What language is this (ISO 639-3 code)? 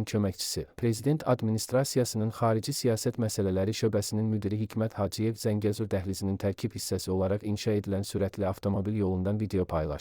aze